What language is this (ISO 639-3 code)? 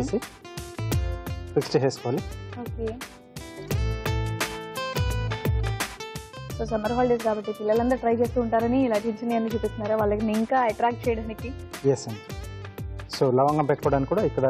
tel